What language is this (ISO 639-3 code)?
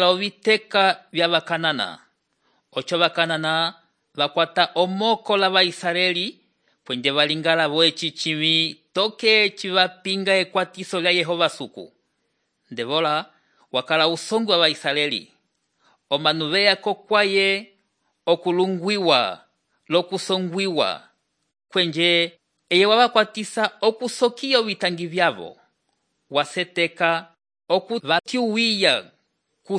umb